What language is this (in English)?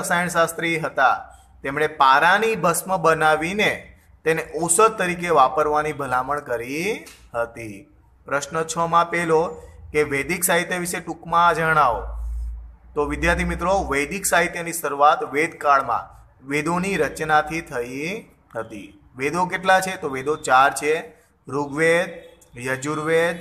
Gujarati